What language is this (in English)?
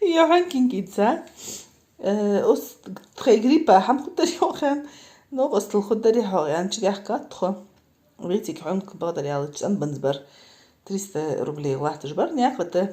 Ingush